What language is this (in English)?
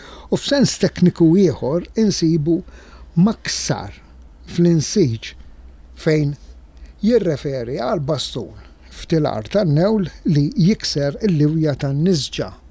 Maltese